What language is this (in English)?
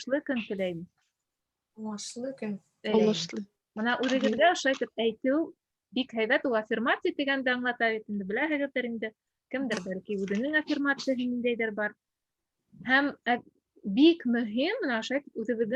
Bashkir